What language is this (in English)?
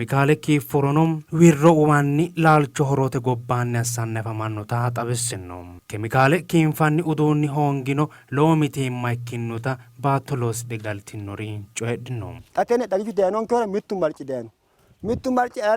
Sidamo